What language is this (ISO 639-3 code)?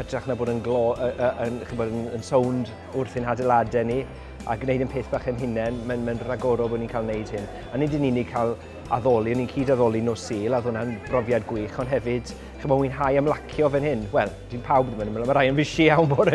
cym